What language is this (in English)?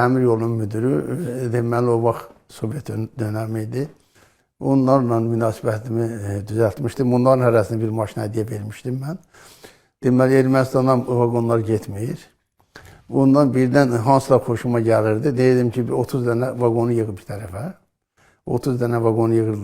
Azerbaijani